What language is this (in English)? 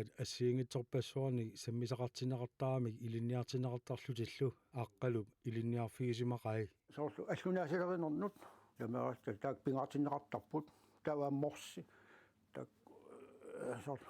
Kalaallisut